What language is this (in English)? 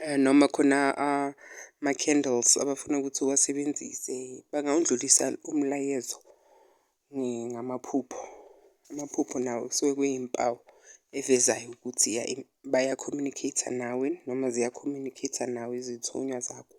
Zulu